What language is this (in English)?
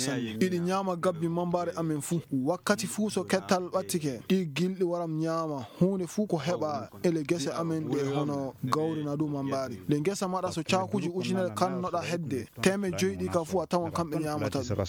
Fula